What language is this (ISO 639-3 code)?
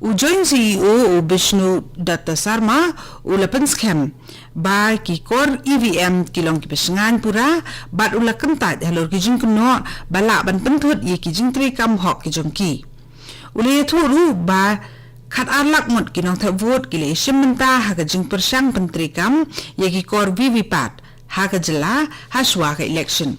kha